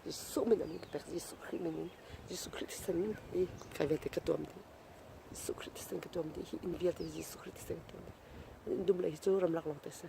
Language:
Hakha Chin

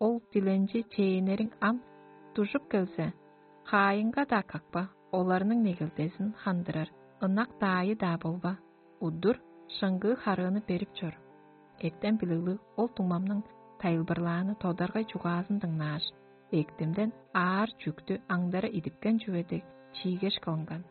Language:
Tuvinian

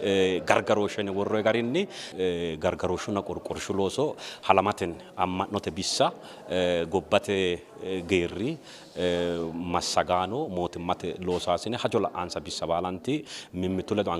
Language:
Sidamo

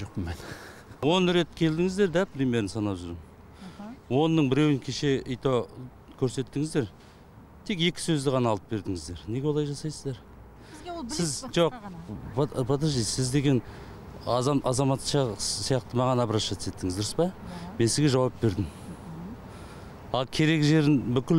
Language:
Kyrgyz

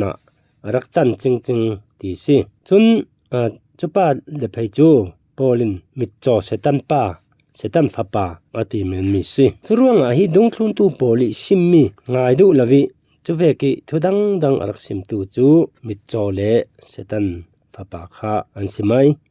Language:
Falam Chin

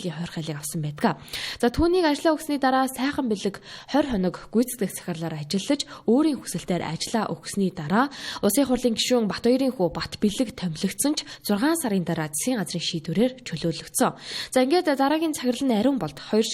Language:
Mongolian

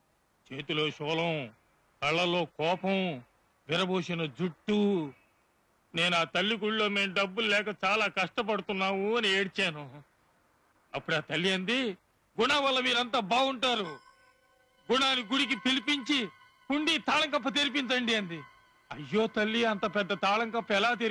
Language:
Telugu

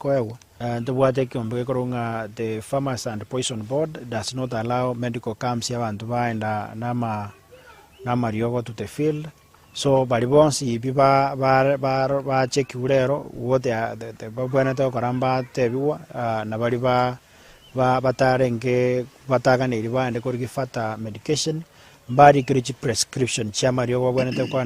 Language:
Gusii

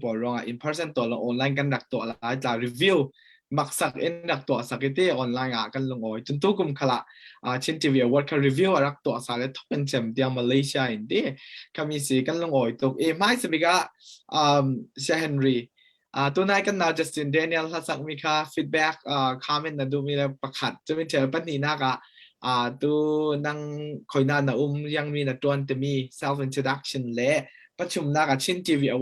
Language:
Falam Chin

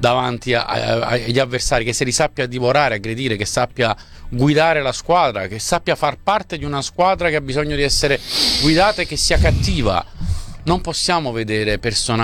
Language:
Italian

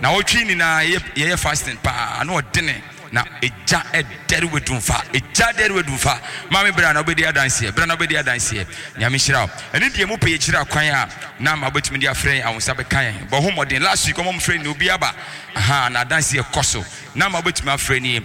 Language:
Akan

